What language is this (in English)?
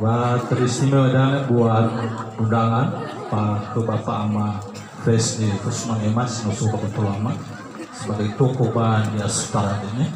Nias